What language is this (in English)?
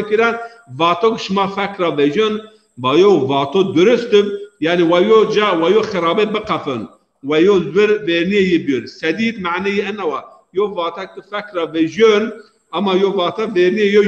Zaza